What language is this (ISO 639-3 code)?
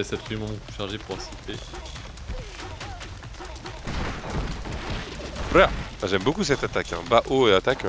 fra